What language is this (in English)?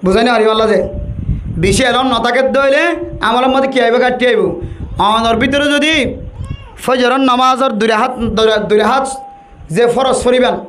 Rohingya